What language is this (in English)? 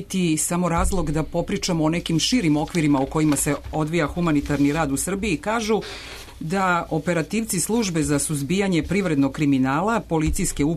Serbian